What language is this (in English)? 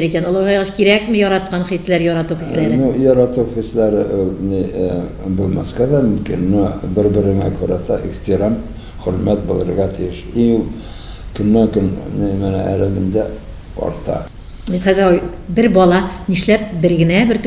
Tatar